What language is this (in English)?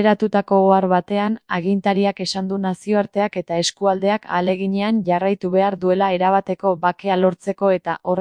Basque